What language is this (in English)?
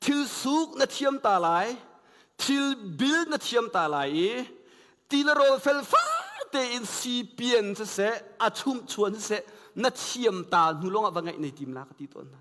Hakha Chin